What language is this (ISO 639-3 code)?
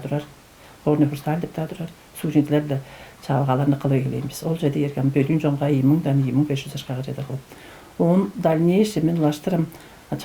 tyv